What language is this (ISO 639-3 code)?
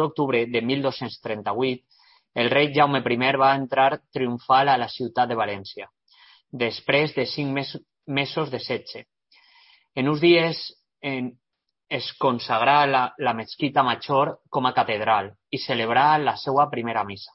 cat